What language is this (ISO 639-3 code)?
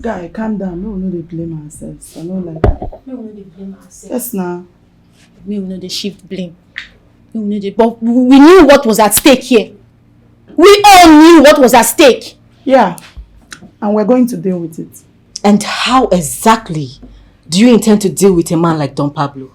pcm